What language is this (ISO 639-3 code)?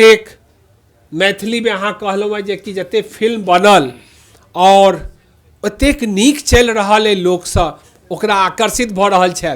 mai